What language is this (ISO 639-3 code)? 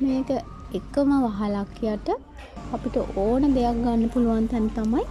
sin